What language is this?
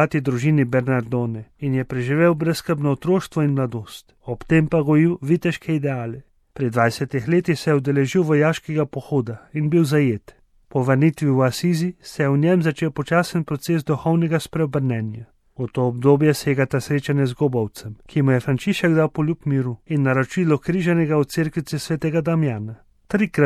Slovenian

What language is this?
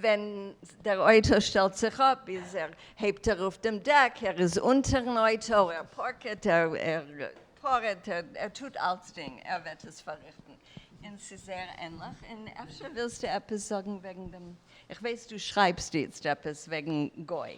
Yiddish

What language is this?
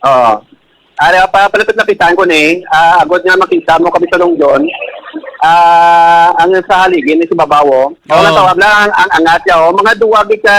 Hiligaynon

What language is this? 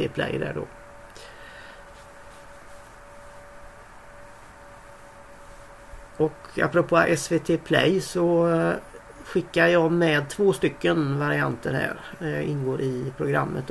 Swedish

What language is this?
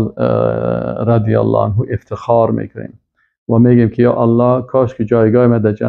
Persian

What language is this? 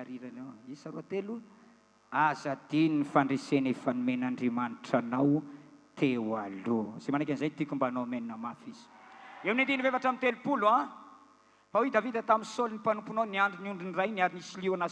Malagasy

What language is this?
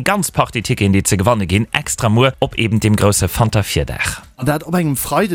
Luxembourgish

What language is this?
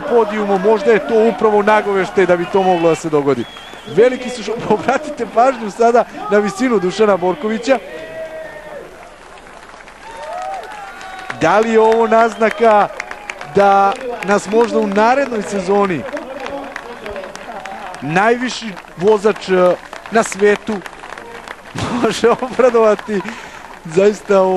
Serbian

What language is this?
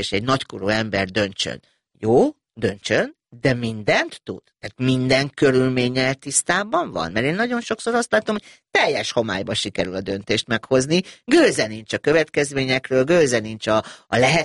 Hungarian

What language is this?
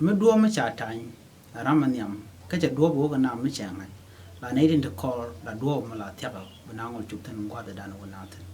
Nuer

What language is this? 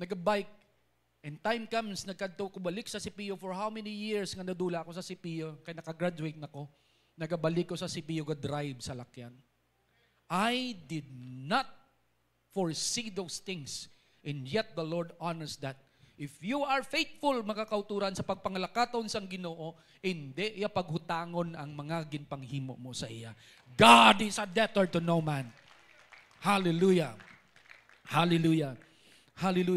Hiligaynon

